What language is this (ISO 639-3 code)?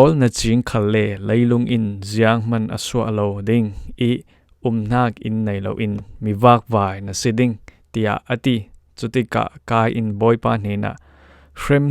cfm